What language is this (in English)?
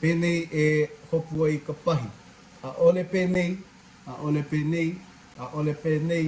Hawaiian